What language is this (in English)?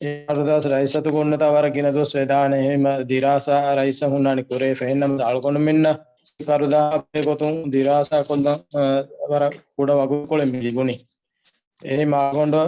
Divehi